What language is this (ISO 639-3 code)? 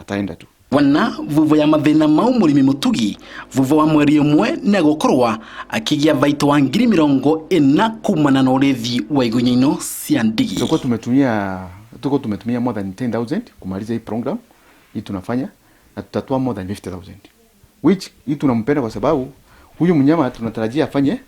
mer